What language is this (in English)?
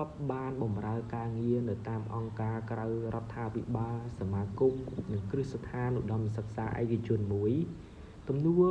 Khmer